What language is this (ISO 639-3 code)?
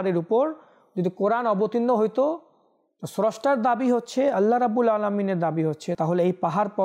ben